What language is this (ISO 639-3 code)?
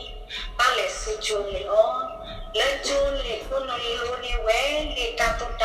ksw